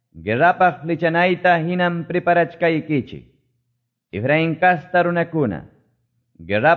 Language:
Quechua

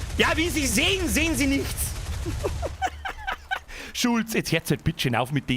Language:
Bavarian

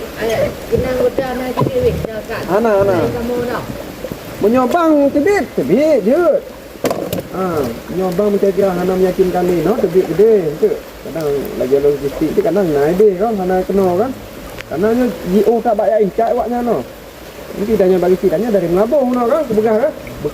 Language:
Achinese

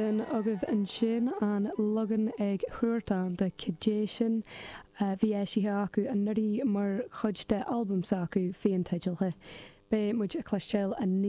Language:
Irish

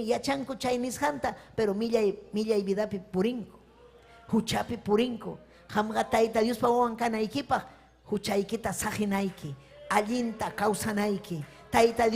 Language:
Ayacucho Quechua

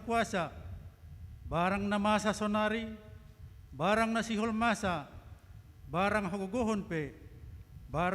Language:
Batak Simalungun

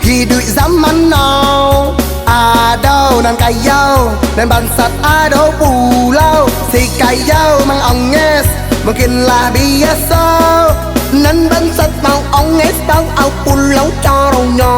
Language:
Minangkabau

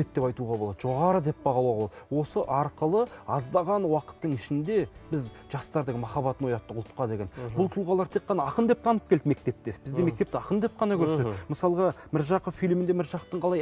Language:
Kazakh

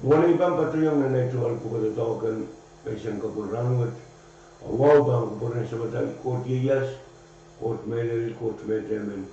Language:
Pohnpeian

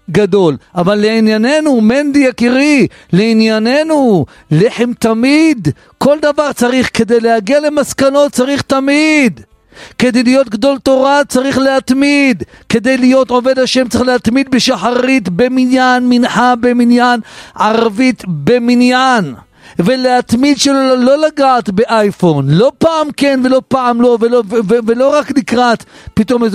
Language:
Hebrew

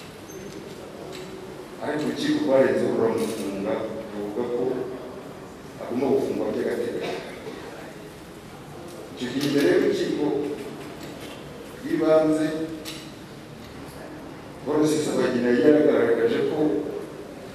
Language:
Kinyarwanda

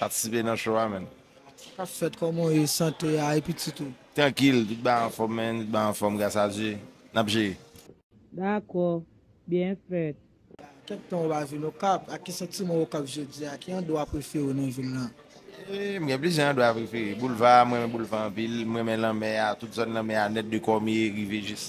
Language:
Haitian Creole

